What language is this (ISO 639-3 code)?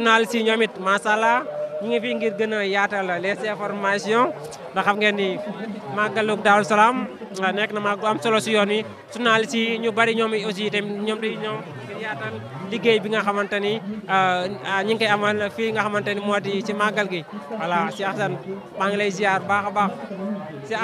wol